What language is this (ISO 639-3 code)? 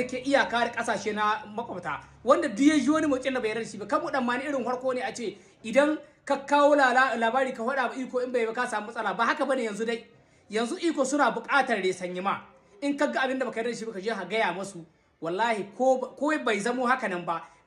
hau